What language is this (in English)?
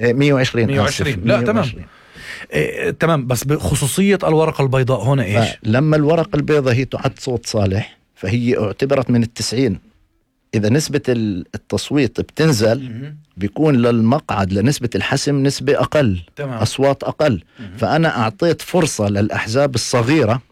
North Levantine Arabic